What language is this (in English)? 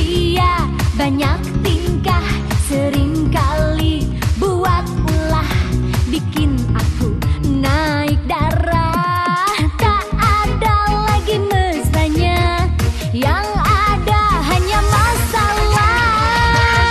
Indonesian